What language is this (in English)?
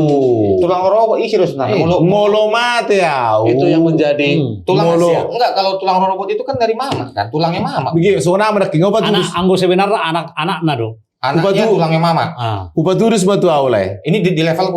Batak Toba